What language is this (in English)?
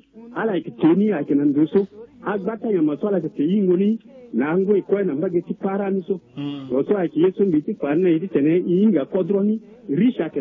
Sango